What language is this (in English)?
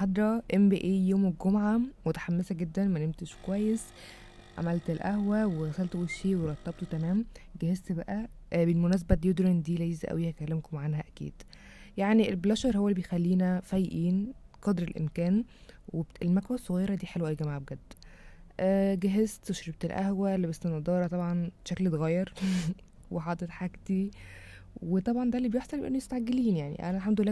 Egyptian Arabic